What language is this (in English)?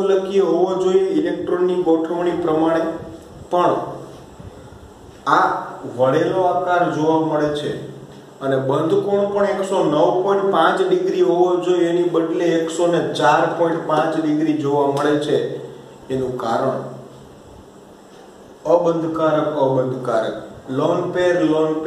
Gujarati